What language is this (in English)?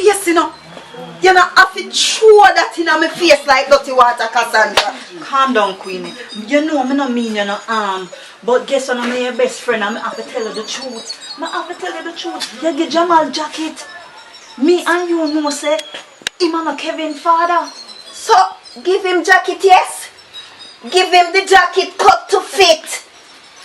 Jamaican Creole English